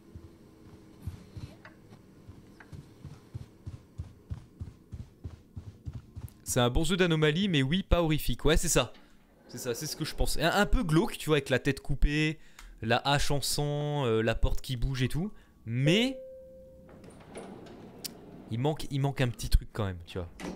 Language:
French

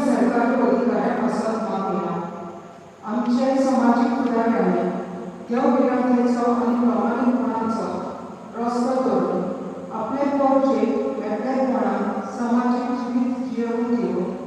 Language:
Konkani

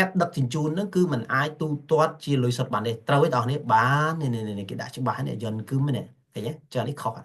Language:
Khmer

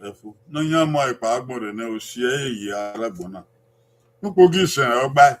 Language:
Bini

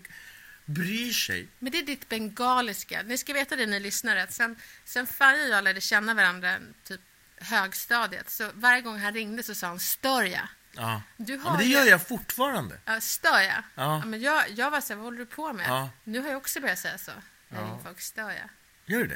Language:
Swedish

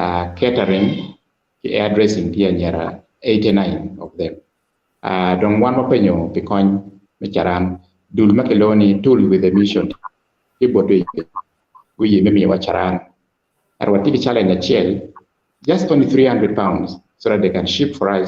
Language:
Acoli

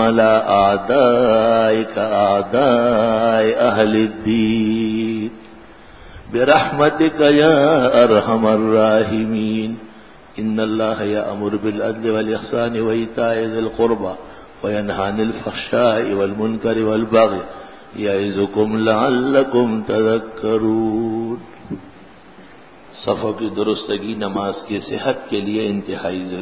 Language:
Urdu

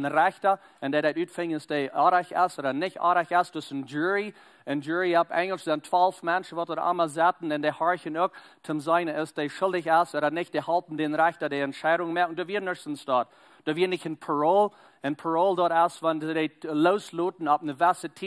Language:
Plautdietsch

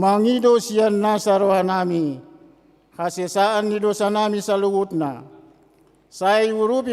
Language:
Batak Toba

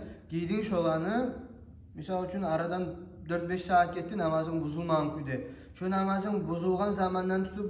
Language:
Kumyk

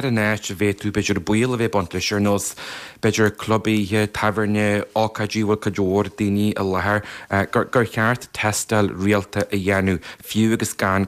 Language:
Irish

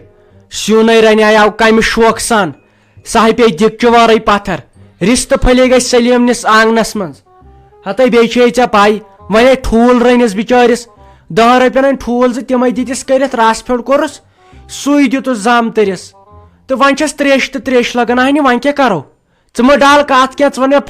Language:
Kashmiri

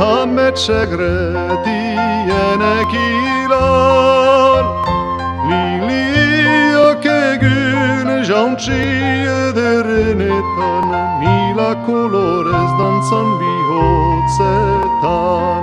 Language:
Basque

